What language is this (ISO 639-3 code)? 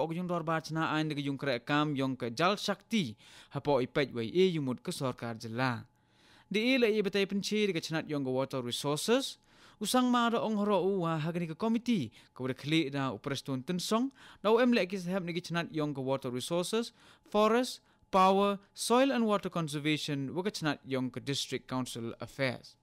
kha